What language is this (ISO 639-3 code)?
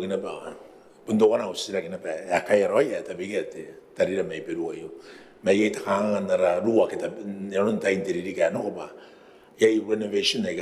gil